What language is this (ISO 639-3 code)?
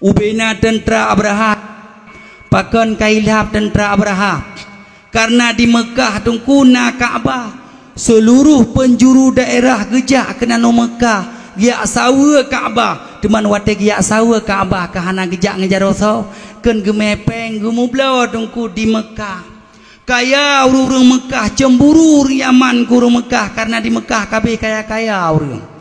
ace